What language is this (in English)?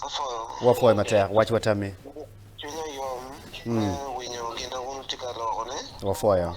Acoli